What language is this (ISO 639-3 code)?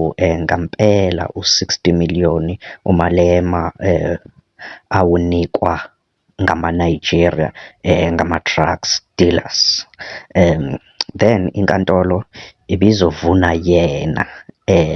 zul